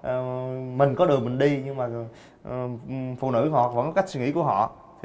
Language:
Vietnamese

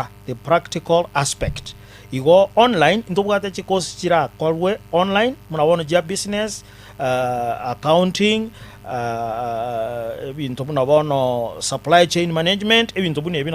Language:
Gusii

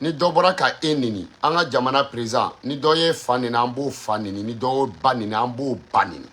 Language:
Bambara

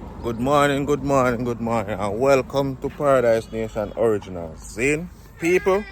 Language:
Jamaican Creole English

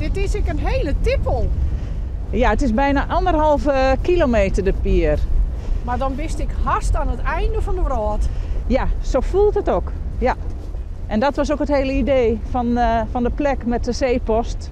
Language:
Western Frisian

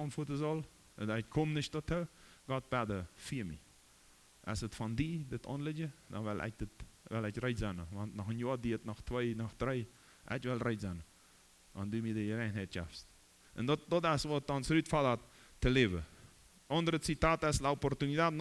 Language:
Plautdietsch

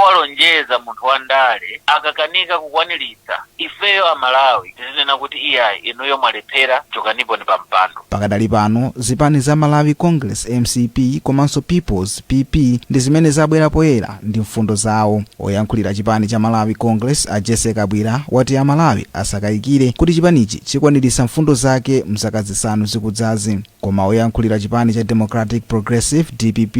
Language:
Nyanja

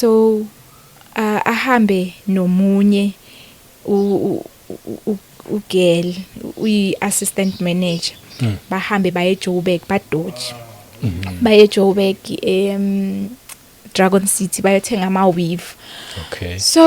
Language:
Zulu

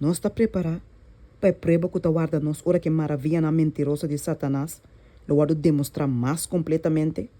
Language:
Papiamento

